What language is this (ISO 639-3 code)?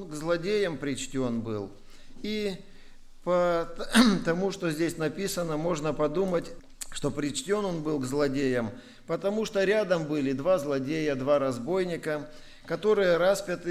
rus